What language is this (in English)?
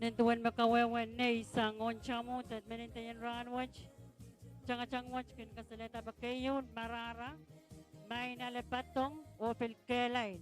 Pohnpeian